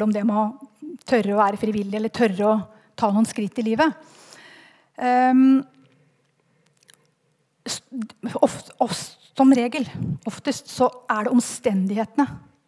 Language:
Norwegian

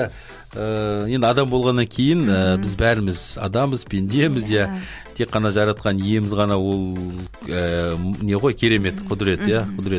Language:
Kazakh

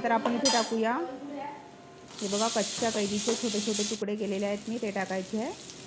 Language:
Marathi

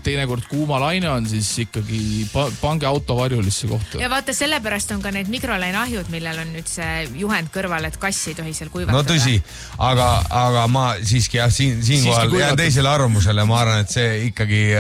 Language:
Estonian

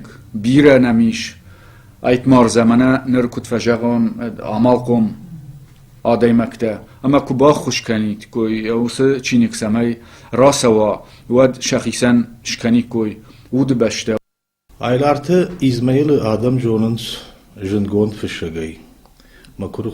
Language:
Ossetic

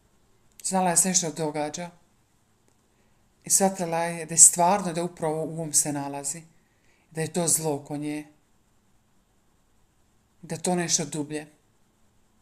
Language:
Croatian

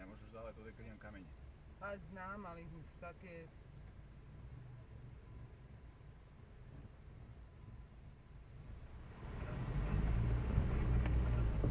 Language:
Croatian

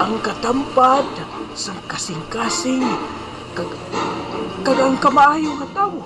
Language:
Hiligaynon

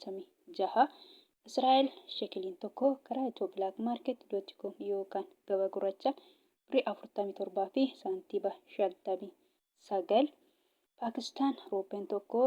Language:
Oromo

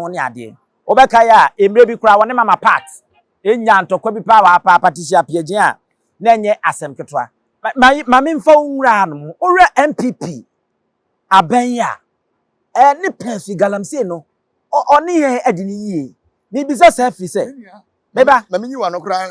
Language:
Akan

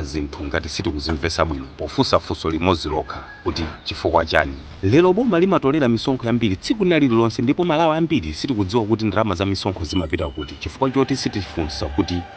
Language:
Nyanja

